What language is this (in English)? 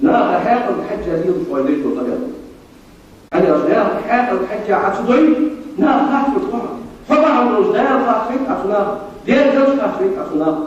Ingush